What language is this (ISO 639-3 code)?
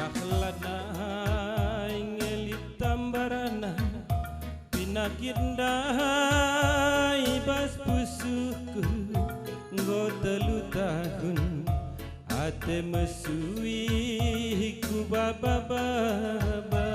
btx